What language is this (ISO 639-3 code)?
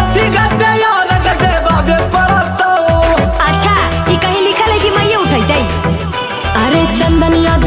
mag